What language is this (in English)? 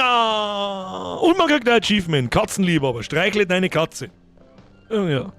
Bavarian